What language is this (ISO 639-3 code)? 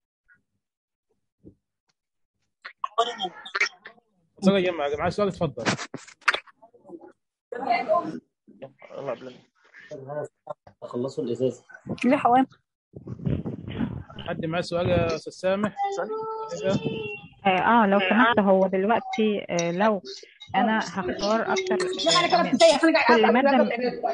arz